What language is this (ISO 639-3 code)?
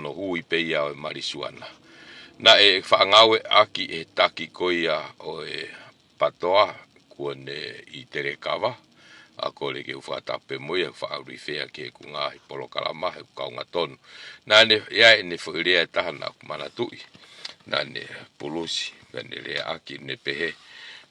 ton